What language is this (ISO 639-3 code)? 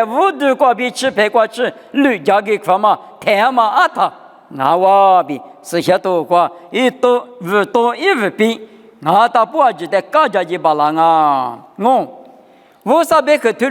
lis